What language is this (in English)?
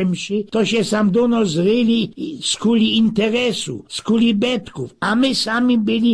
Silesian